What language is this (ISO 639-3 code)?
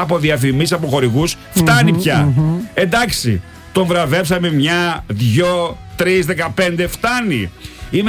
ell